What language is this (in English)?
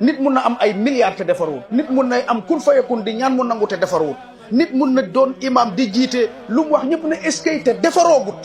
Wolof